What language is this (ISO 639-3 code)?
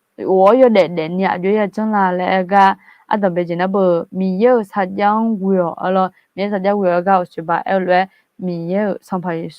ahk